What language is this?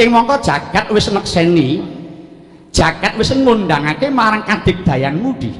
Javanese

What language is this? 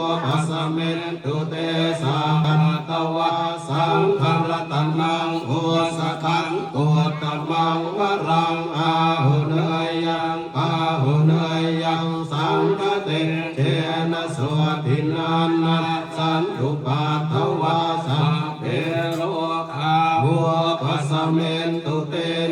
Pali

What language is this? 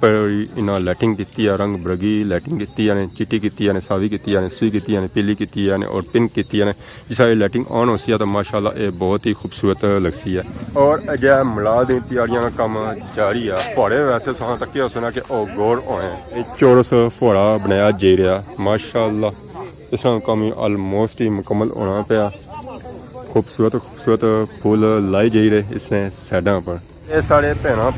Pahari-Potwari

